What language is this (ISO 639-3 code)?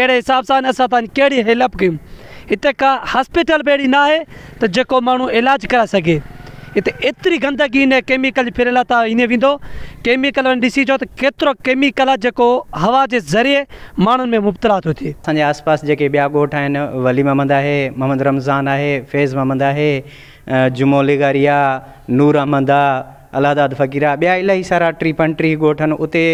snd